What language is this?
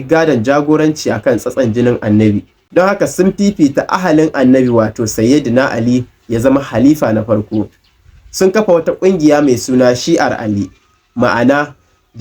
Hausa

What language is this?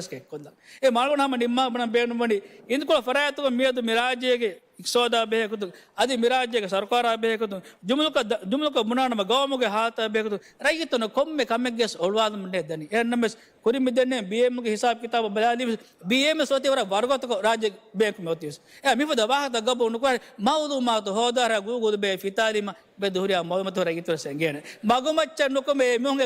Divehi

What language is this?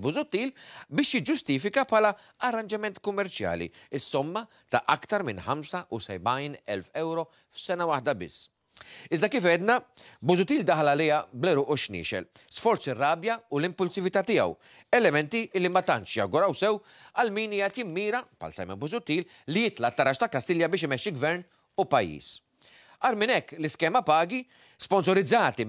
Maltese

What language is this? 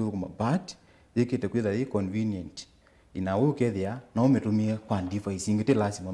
Kamba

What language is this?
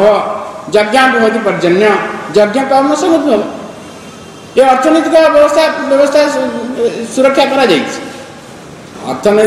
Odia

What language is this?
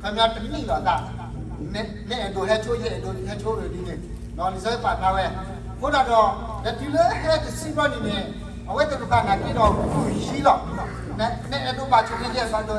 S'gaw Karen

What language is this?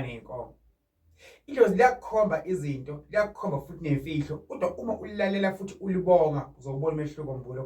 Zulu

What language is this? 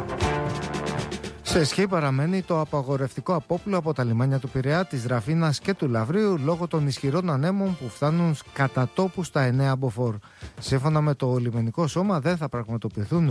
Greek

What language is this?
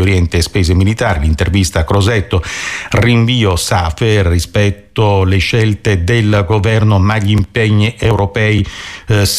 Italian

